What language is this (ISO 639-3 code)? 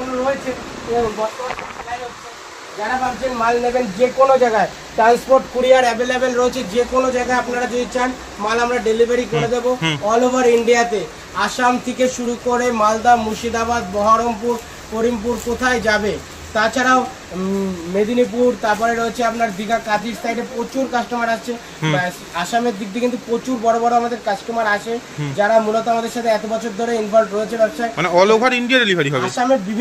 ben